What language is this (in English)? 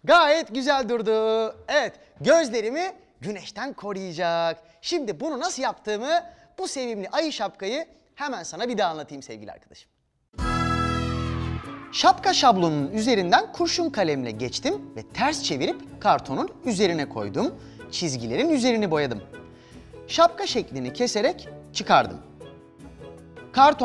Turkish